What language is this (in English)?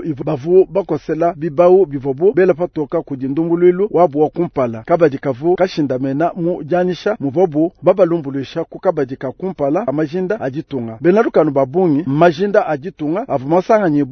Luba-Lulua